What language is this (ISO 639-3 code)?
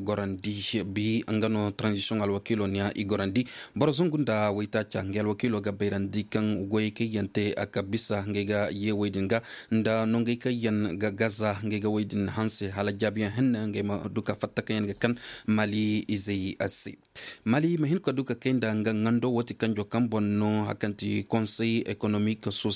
ses